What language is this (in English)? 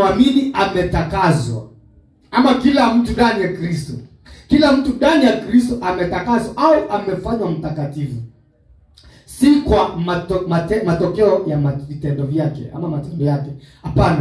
Swahili